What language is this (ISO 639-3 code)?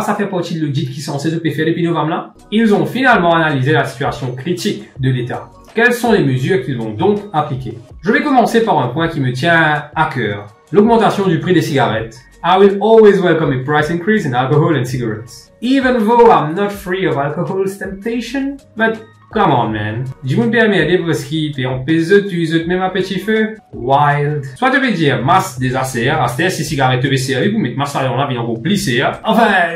mfe